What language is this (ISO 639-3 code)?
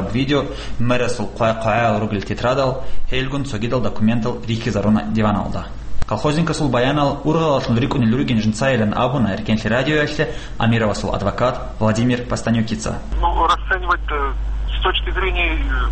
ava